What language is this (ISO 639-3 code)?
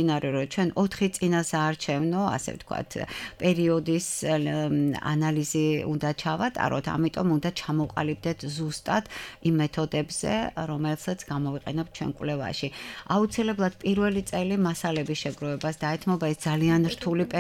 kat